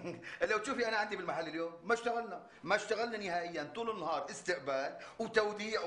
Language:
North Levantine Arabic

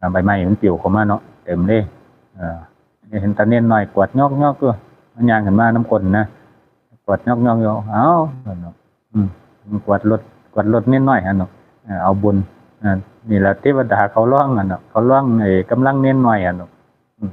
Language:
Northeastern Thai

